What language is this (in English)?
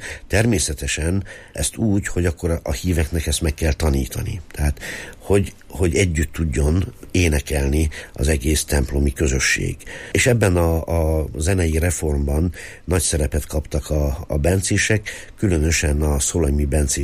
Hungarian